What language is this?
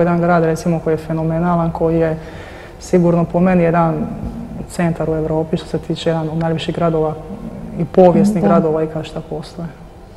Croatian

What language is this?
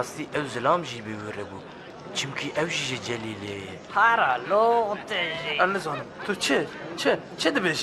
Kurdish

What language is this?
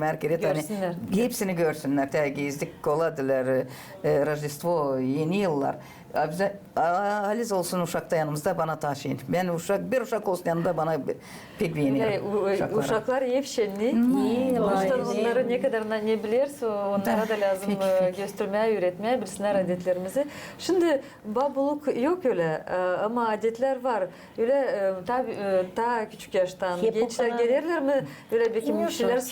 Gagauz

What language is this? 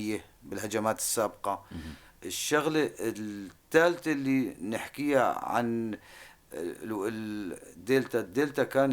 North Levantine Arabic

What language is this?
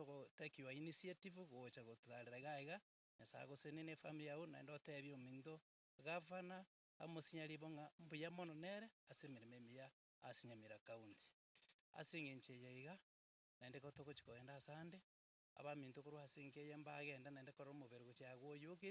Gusii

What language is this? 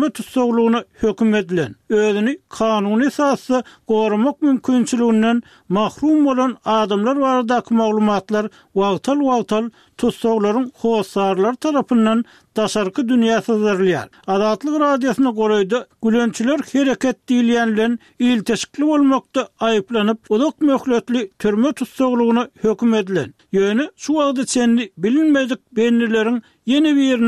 Turkmen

